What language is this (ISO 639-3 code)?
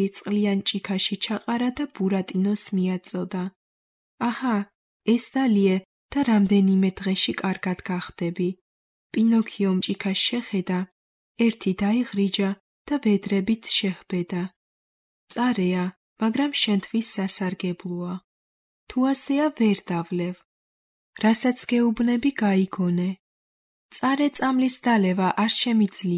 kat